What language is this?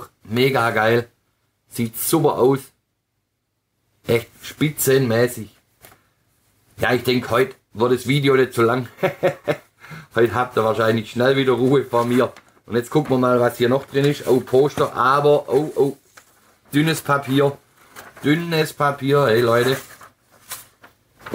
German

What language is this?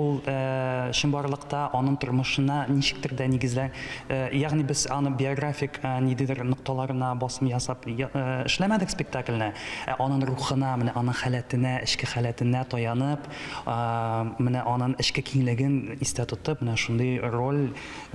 Tatar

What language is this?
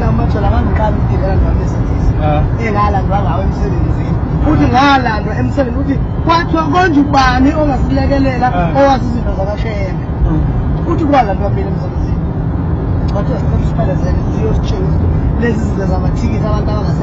Zulu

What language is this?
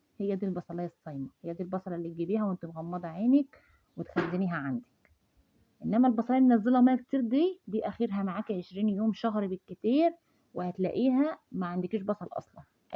Egyptian Arabic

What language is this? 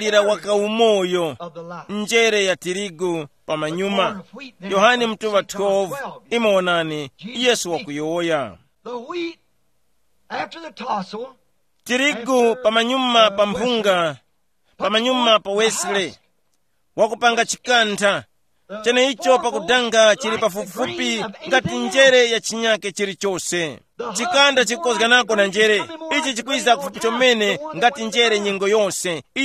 Tumbuka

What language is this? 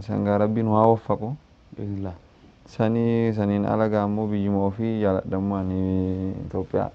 Oromo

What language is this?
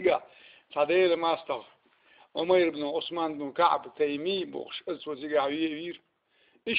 Chechen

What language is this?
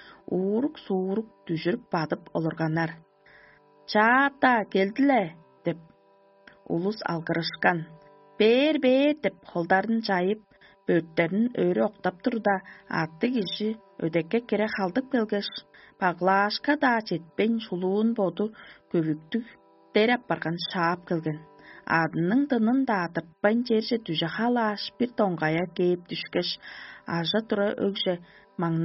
Tuvinian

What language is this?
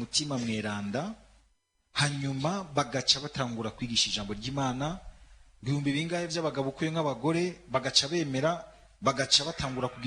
Rundi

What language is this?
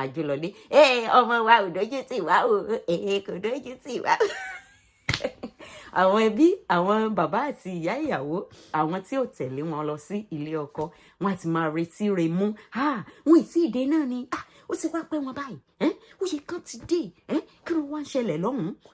Yoruba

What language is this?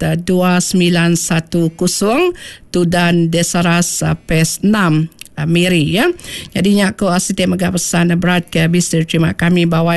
Iban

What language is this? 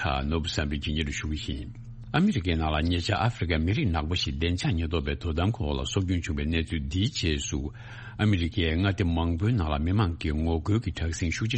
Tibetan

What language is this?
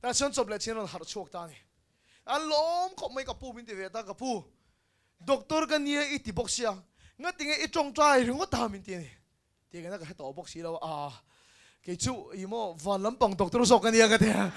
Mizo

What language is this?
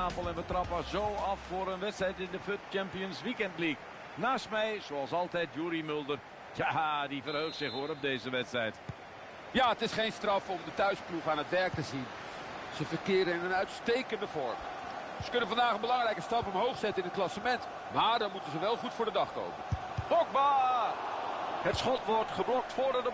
Dutch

